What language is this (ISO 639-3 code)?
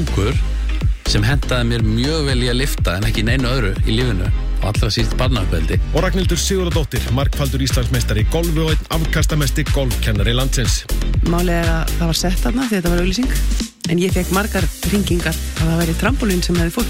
isl